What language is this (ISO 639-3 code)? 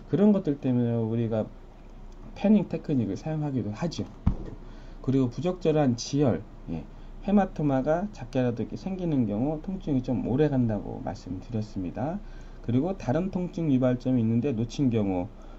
kor